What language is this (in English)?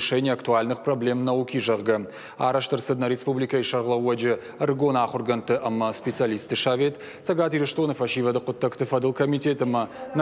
Ossetic